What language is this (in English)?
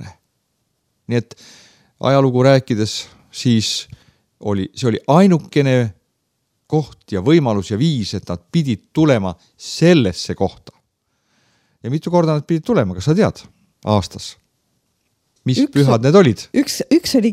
Estonian